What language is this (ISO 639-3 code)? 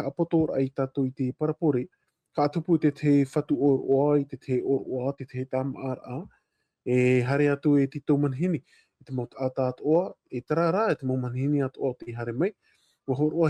tah